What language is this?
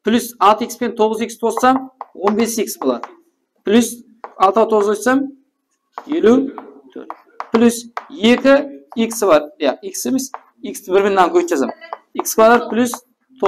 Kara-Kalpak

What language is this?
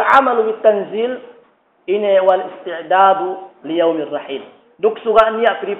Yakan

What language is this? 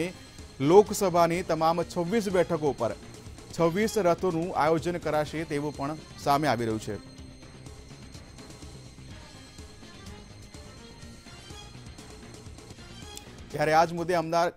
Gujarati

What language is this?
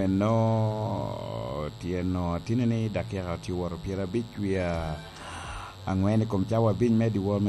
Lango (Uganda)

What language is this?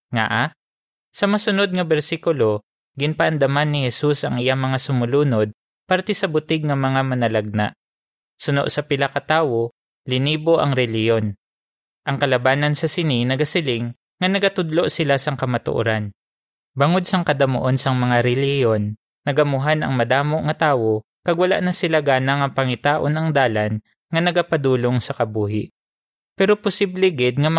Hiligaynon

